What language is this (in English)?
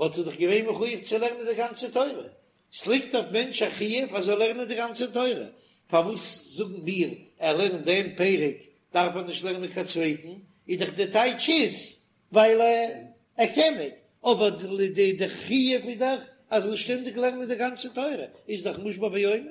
Yiddish